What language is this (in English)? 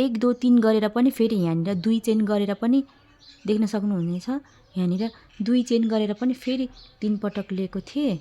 Nepali